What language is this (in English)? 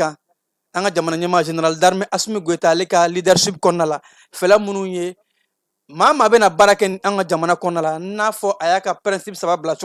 Bambara